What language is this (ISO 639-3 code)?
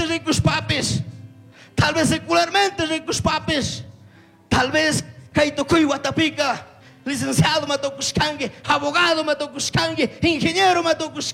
qug